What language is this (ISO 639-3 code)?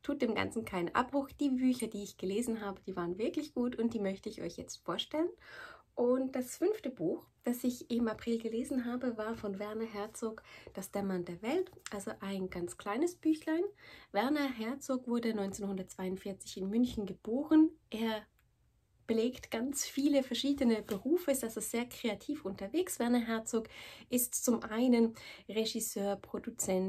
deu